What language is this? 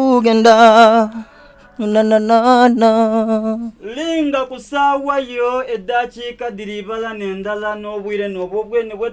Soga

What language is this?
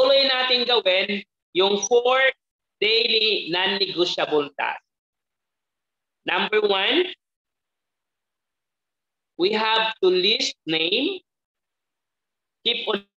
Filipino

